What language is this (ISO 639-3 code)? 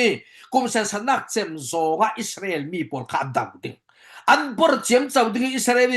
cfm